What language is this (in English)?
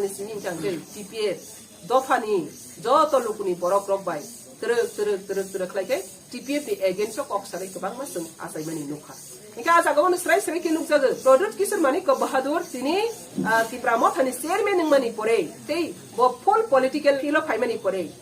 Kok Borok